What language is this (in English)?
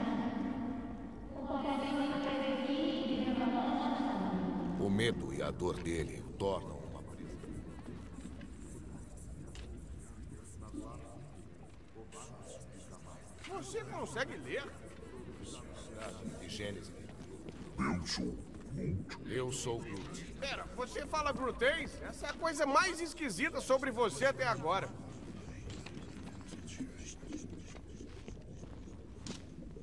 Portuguese